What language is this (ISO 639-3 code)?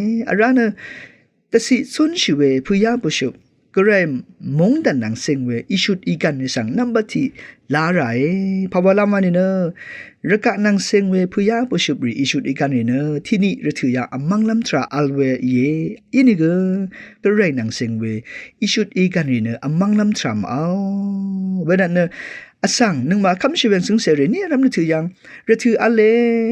raw